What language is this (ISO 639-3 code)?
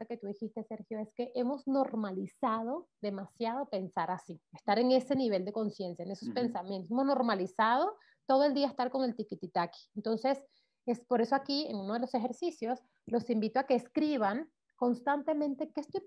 spa